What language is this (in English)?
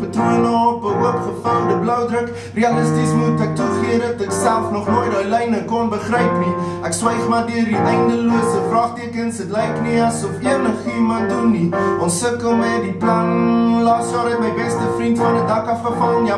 Afrikaans